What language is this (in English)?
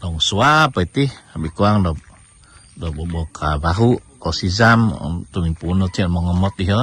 Central Dusun